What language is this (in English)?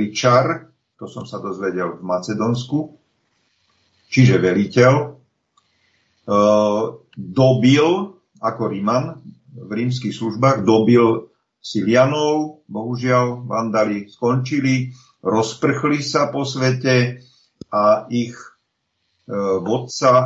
Slovak